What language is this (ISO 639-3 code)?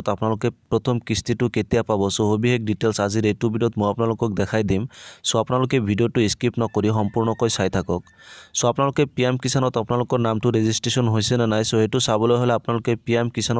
asm